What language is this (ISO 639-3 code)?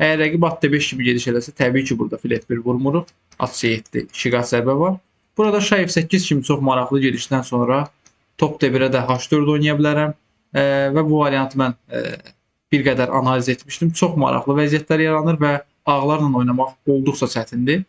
aze